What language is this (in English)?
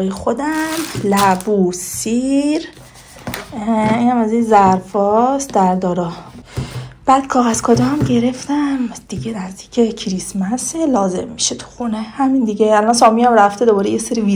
Persian